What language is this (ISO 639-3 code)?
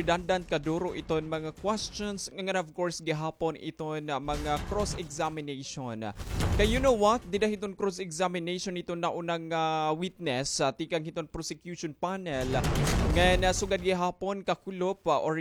war